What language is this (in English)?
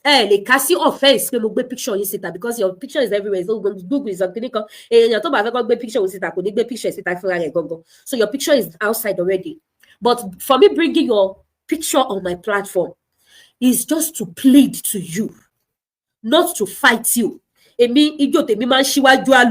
Yoruba